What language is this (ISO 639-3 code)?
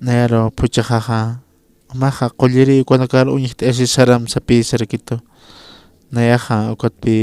aym